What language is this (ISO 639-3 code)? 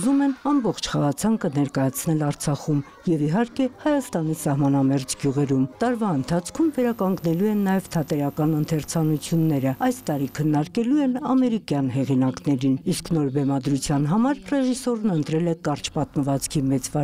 hye